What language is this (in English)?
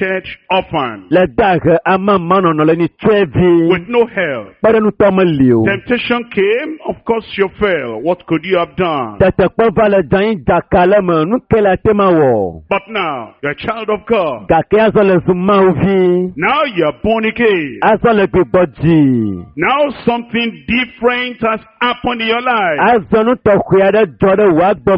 Ewe